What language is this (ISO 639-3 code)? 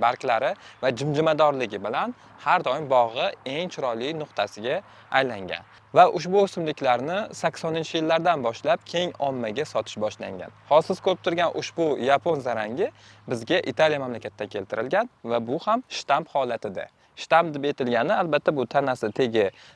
uzb